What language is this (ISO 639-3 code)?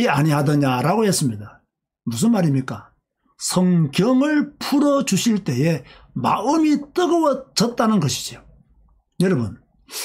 kor